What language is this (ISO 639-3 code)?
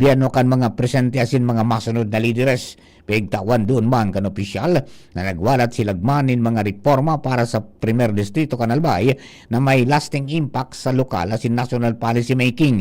bik